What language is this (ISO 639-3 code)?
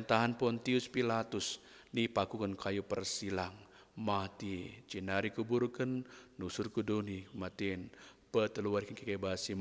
btx